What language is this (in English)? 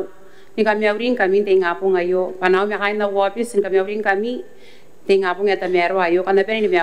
Gilbertese